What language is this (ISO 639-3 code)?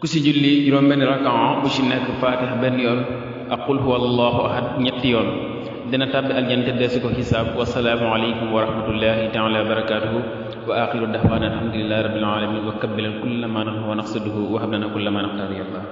wol